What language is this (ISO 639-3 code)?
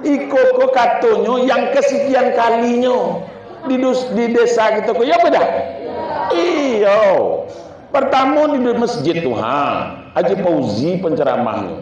min